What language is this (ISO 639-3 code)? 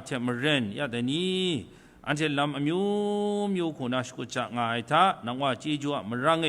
kac